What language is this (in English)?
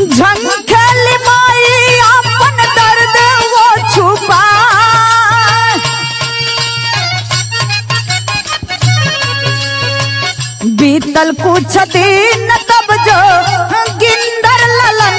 Bhojpuri